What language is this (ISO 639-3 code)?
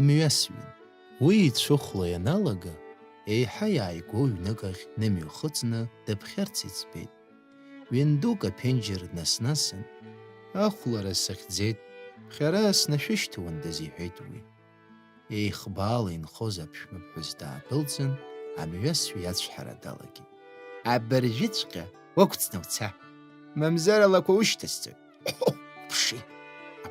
abk